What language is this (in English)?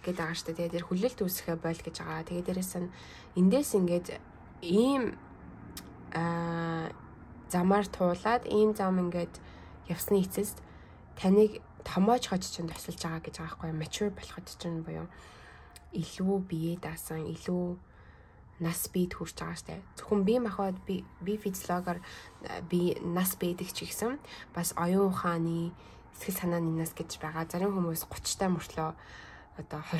Mongolian